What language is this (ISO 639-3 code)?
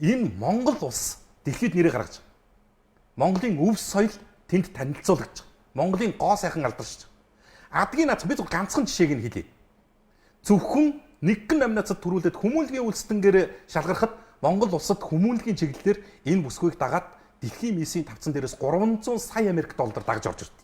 mon